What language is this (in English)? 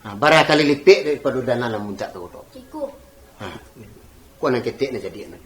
Minangkabau